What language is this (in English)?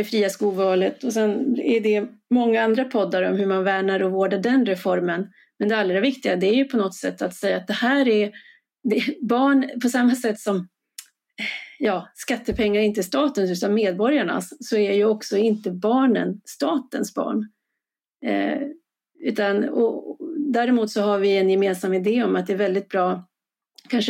Swedish